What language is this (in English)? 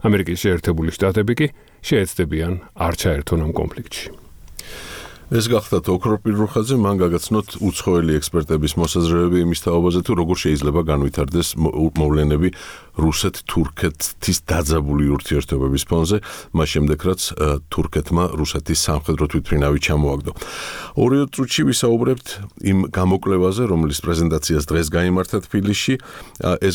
Georgian